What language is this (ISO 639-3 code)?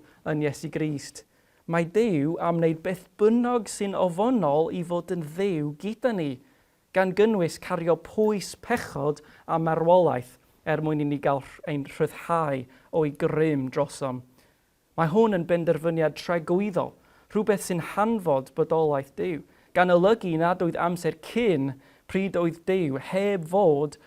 cym